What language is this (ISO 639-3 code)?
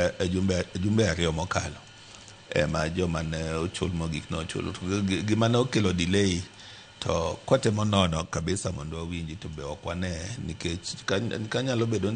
luo